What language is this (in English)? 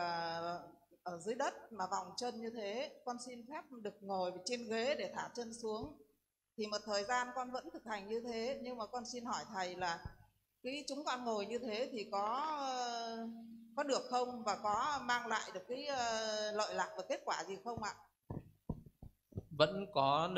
Vietnamese